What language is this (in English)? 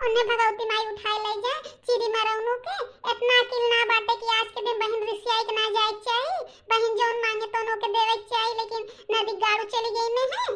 Bhojpuri